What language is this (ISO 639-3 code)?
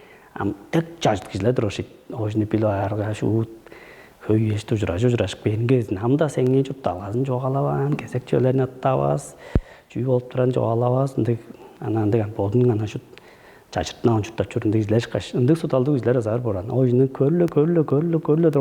tyv